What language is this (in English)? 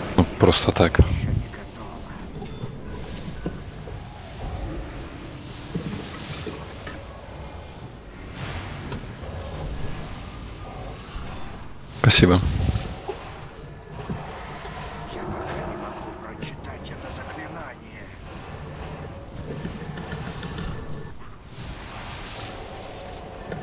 Russian